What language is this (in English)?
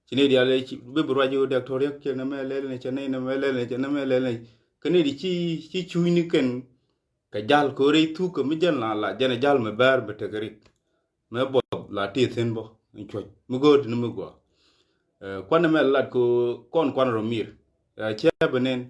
Nuer